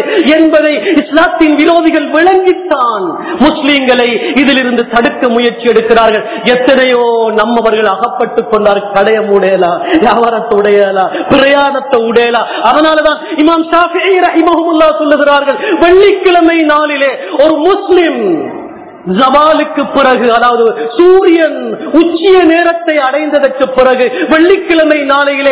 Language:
Tamil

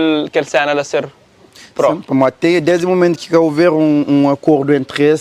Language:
Kabuverdianu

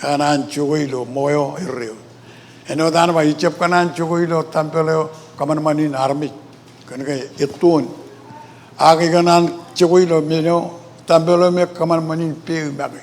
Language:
Marshallese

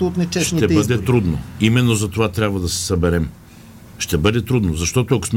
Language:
Bulgarian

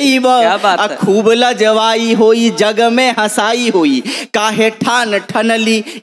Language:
Bhojpuri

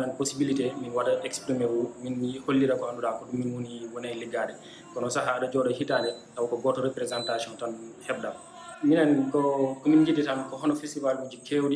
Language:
Fula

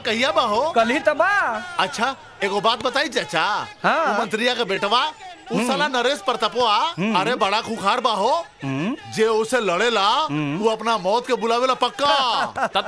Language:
Bhojpuri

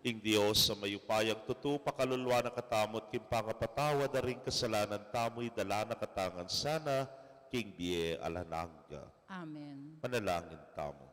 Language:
Pampanga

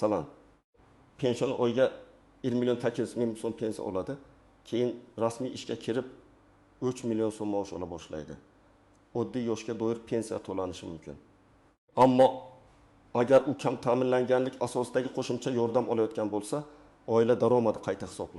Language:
Uzbek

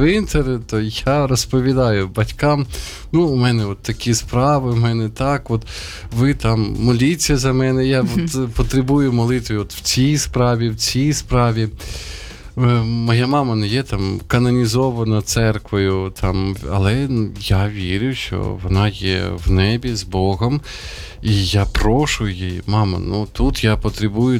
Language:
Ukrainian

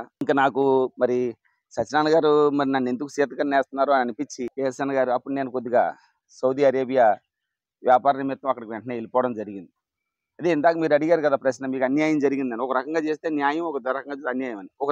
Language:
Telugu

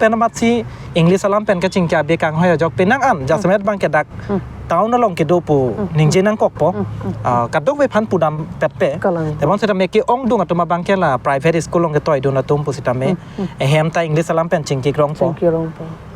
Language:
Karbi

